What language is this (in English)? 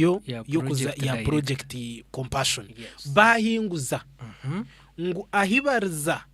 Nyankole